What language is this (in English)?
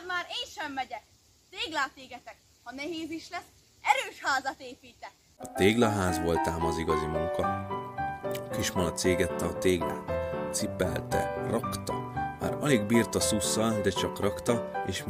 Hungarian